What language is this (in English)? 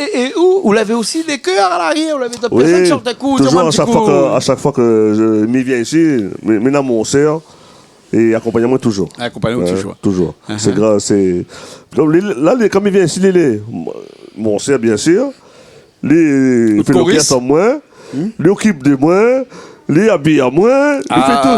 Réunion Creole French